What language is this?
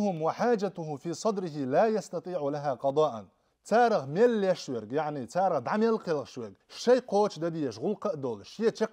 Chechen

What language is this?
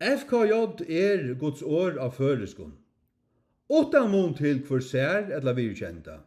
Faroese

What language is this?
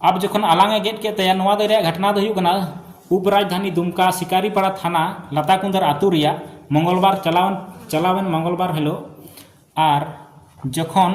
Santali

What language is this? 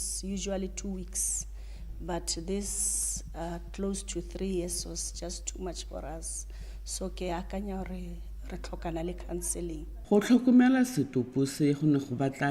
Tswana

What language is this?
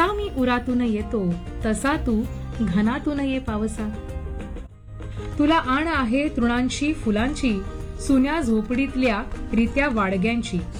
Marathi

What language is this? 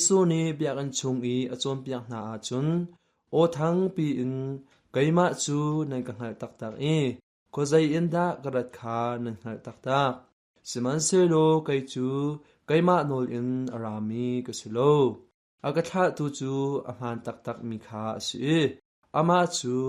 Hakha Chin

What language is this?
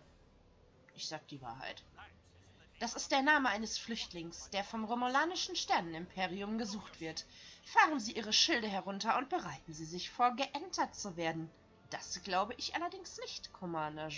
German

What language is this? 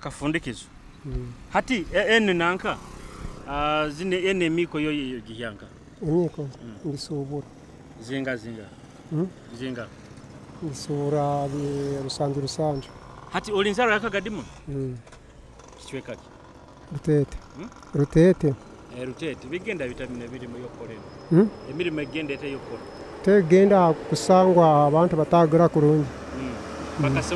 Nyoro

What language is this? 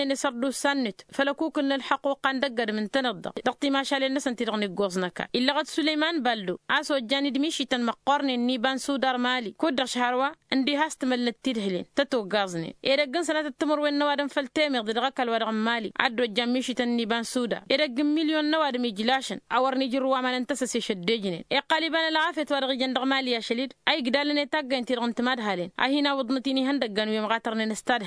Tamasheq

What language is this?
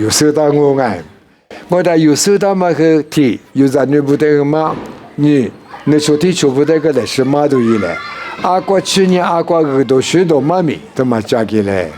Lisu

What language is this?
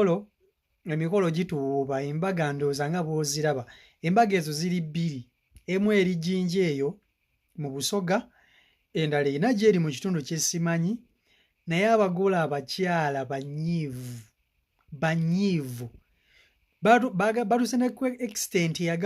Ganda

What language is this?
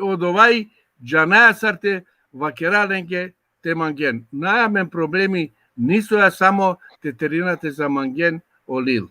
Balkan Romani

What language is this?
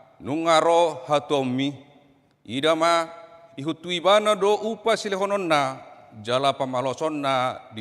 Batak Toba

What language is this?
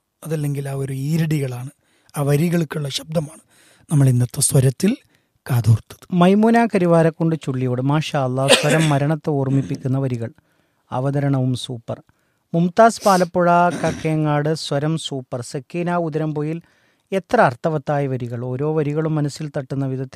Malayalam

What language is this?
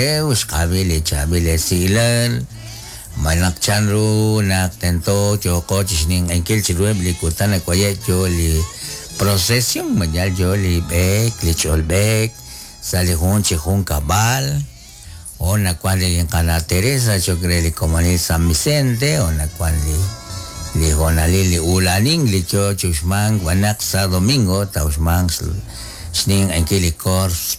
Kekchí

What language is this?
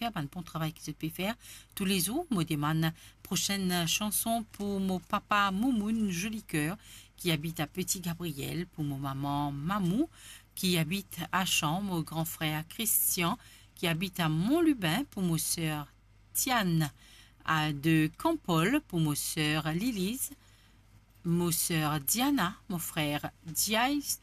Morisyen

